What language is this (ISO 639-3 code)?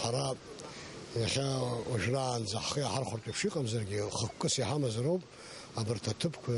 abk